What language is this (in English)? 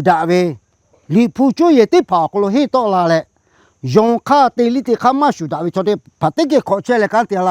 Lahu